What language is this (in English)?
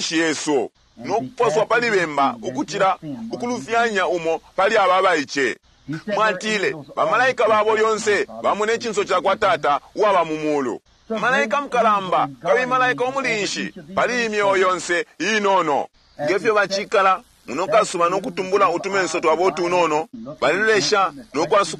Bemba